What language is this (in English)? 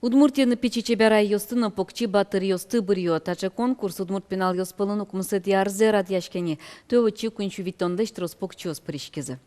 Udmurt